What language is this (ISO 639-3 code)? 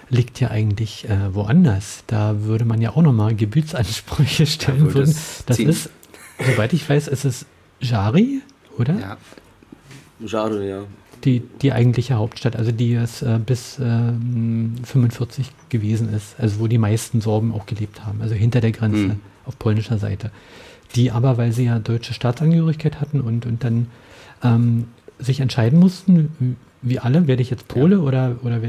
deu